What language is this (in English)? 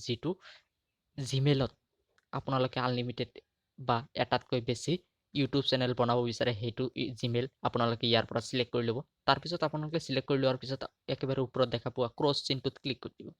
Assamese